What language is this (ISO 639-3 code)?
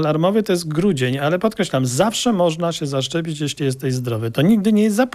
pol